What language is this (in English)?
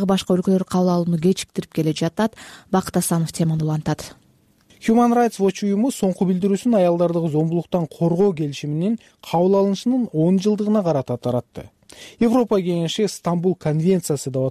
Kyrgyz